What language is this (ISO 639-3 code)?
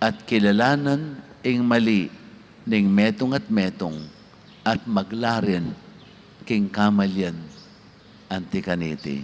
pam